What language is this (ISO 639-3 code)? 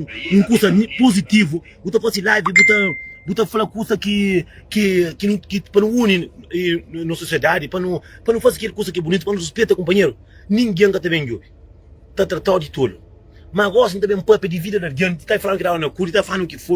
kea